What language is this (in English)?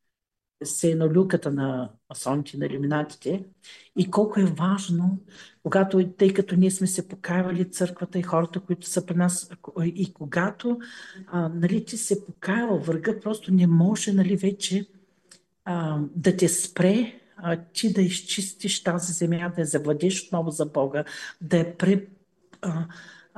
Bulgarian